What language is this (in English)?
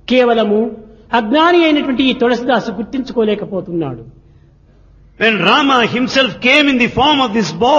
Telugu